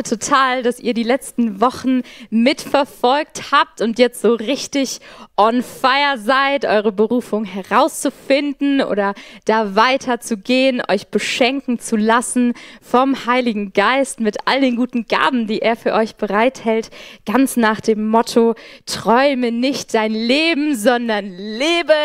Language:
Swiss German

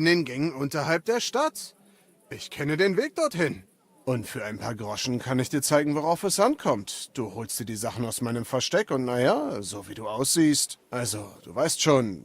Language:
Bavarian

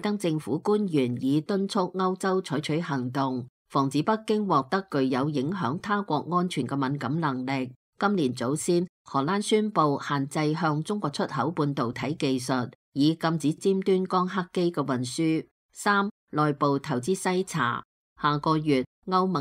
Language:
Cantonese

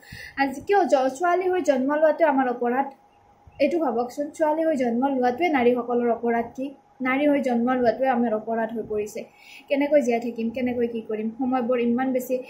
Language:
Assamese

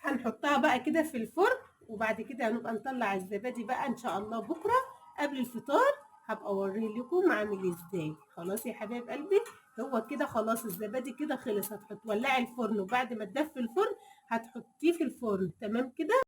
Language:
Egyptian Arabic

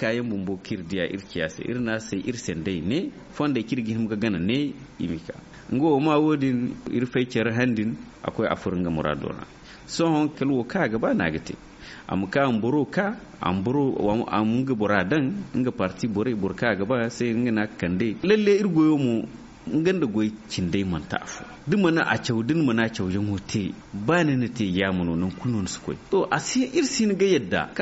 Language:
Zarma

